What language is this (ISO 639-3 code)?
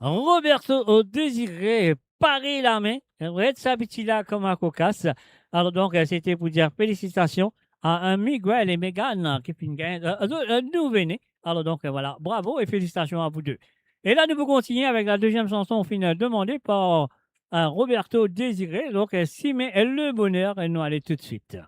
mfe